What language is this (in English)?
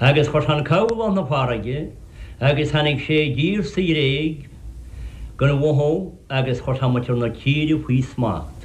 Irish